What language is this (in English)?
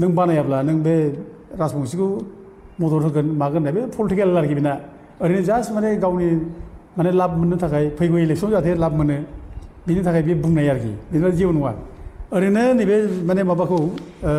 Bodo